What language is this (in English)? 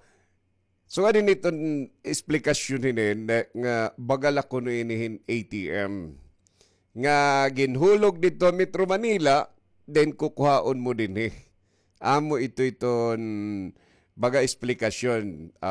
Waray